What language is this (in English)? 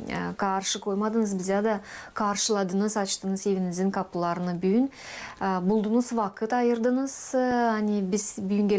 Gagauz